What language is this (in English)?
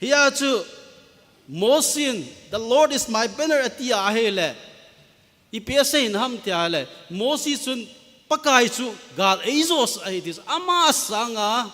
Thado Chin